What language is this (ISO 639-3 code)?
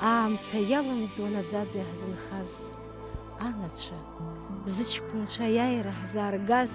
abk